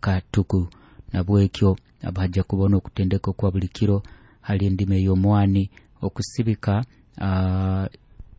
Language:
Nyoro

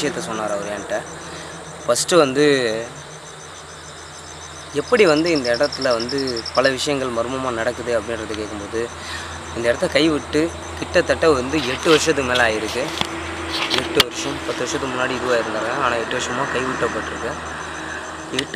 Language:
Tamil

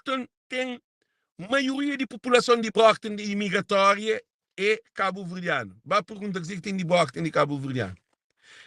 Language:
Kabuverdianu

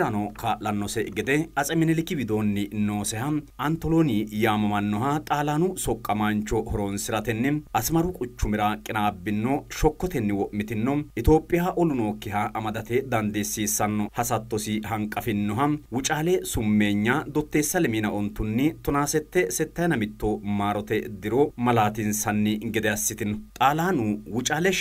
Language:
Sidamo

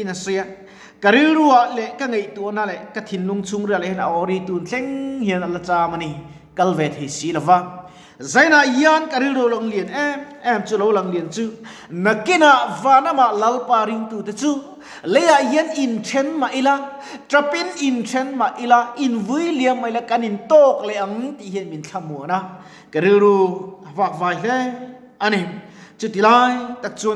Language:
Mizo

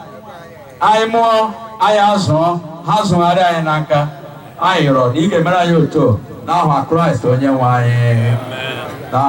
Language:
Igbo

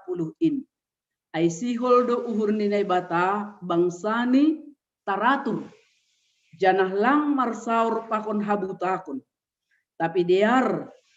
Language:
Batak Simalungun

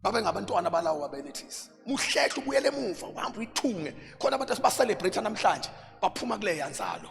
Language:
Zulu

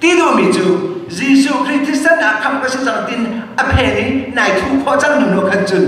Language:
Hakha Chin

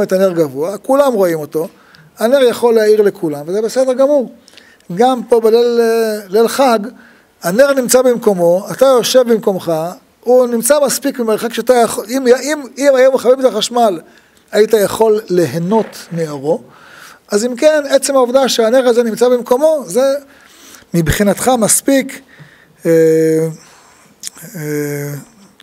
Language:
Hebrew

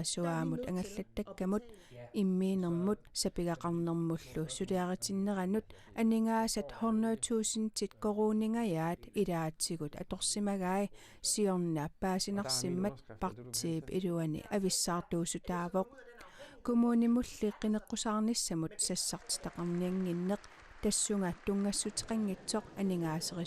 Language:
Kalaallisut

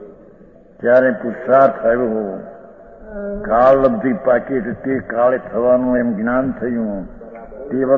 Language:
Gujarati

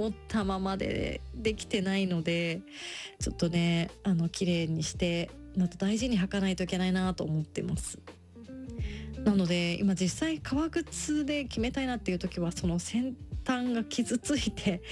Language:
Japanese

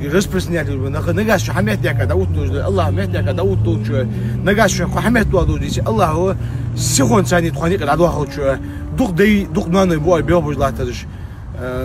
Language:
Ingush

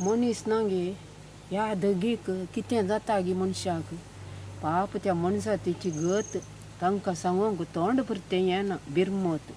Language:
Konkani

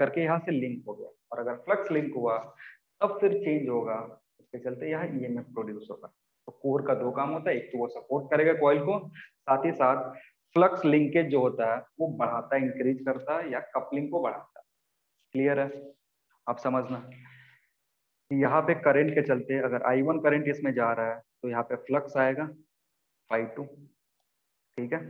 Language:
Hindi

